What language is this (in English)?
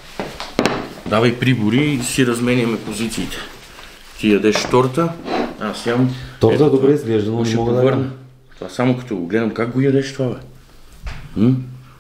Bulgarian